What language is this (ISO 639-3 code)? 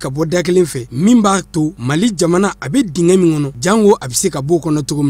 bam